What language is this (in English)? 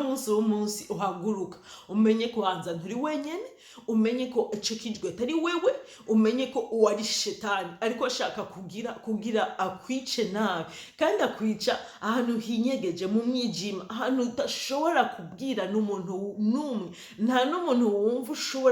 Rundi